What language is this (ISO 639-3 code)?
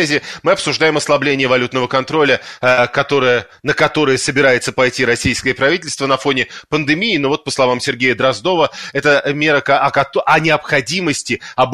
rus